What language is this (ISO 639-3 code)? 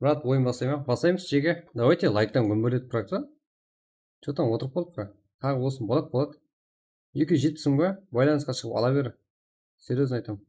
kaa